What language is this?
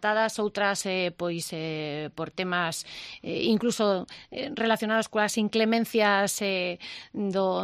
Galician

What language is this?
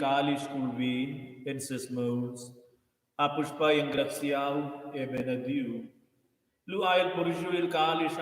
Romansh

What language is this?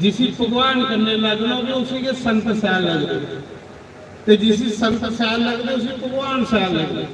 Dogri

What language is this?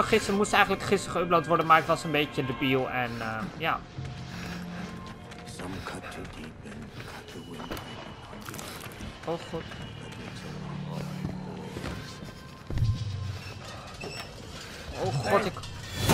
Dutch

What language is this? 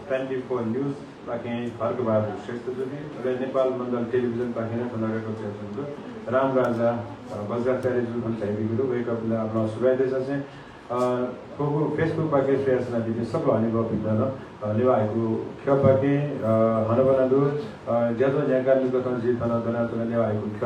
Newari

